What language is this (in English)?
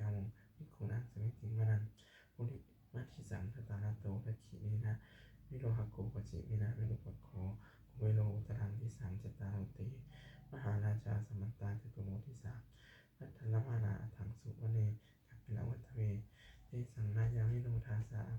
Pali